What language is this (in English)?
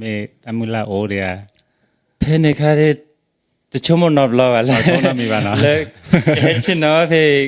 S'gaw Karen